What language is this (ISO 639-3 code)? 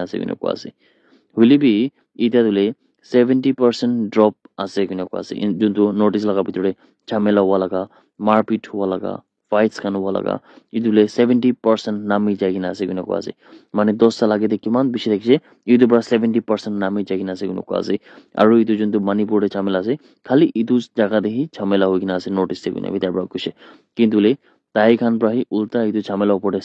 nag